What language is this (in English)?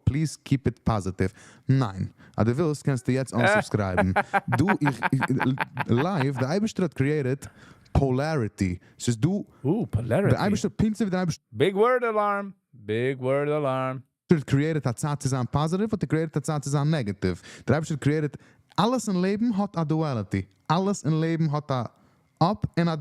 Yiddish